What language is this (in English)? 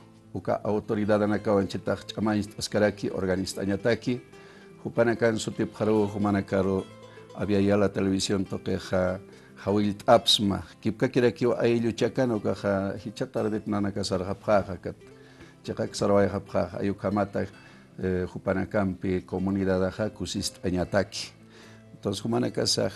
Aymara